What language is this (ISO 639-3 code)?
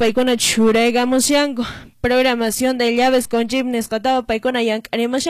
que